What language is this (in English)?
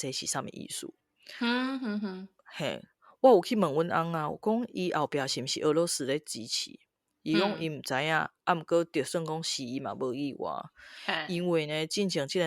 Min Nan Chinese